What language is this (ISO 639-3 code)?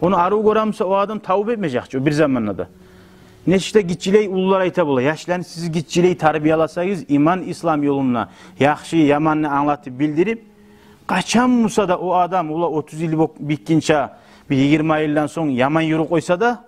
kum